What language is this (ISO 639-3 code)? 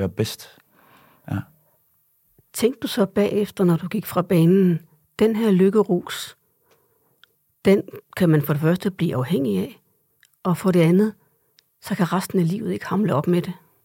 dan